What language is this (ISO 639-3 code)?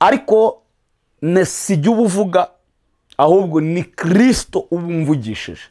kin